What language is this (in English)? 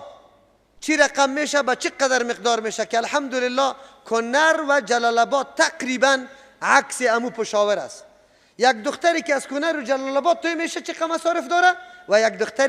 Persian